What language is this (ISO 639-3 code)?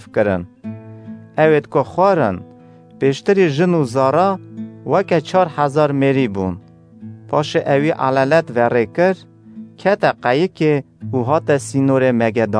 kur